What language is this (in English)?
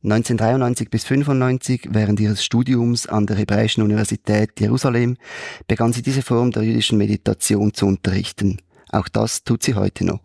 Swiss German